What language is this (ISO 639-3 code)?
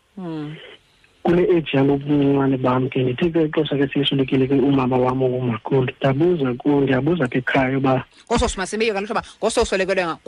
xho